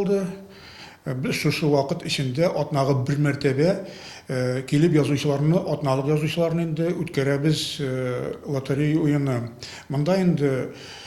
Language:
Tatar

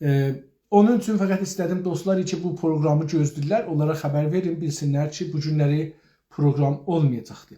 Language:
South Azerbaijani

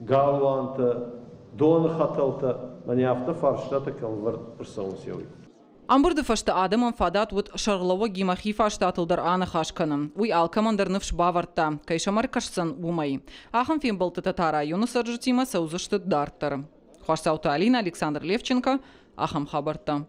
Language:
Ossetic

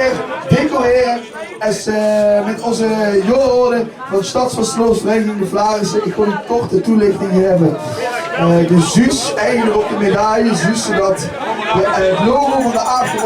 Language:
Limburgish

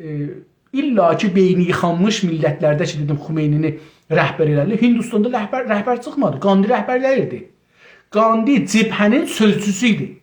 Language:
South Azerbaijani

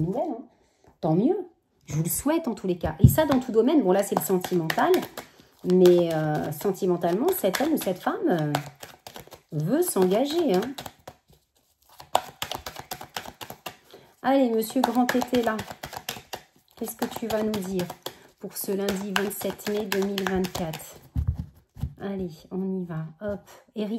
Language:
French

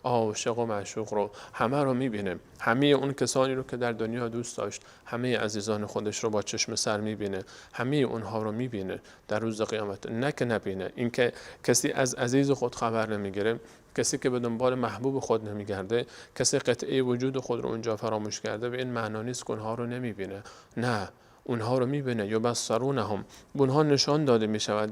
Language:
Persian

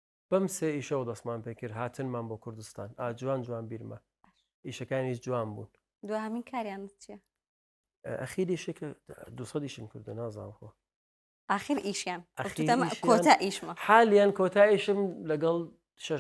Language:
Central Kurdish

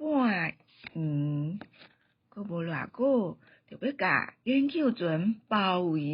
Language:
Min Nan Chinese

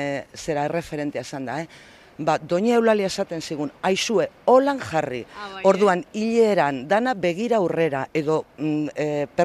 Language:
Basque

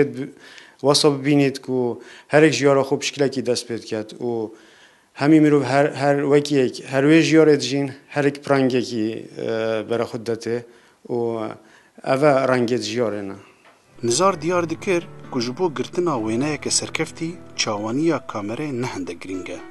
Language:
Kurdish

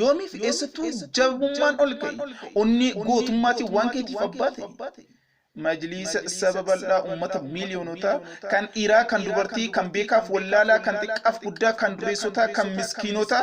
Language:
Oromo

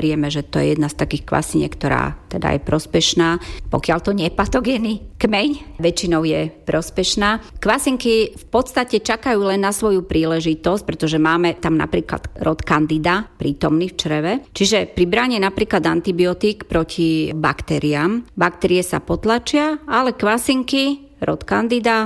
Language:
Slovak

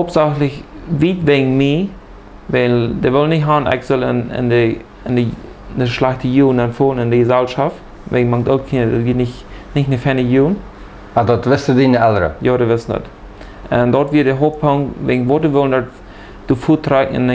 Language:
Plautdietsch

